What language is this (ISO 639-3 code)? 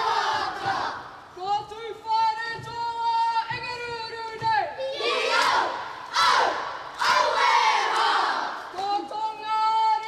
mri